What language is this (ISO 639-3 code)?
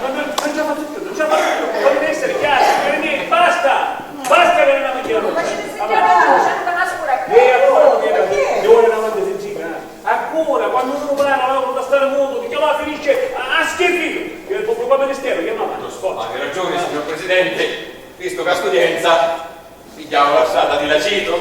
scn